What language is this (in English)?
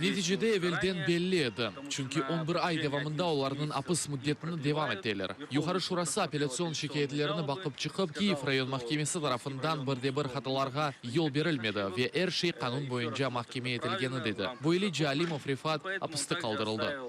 Crimean Tatar